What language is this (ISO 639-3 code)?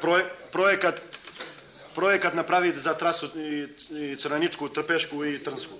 srp